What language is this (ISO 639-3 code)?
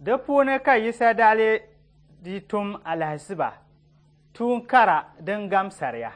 dag